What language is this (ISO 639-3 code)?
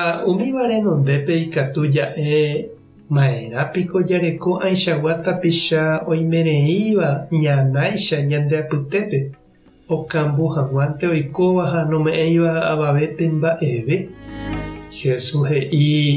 grn